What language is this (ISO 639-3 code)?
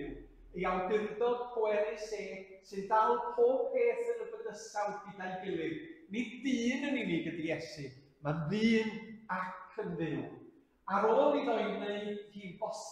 cym